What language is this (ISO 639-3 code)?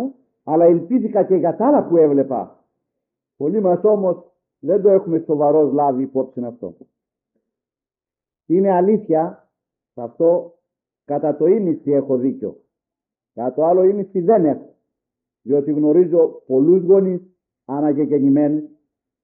ell